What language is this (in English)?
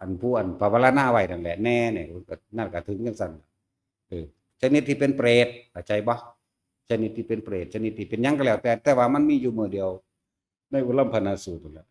Northeastern Thai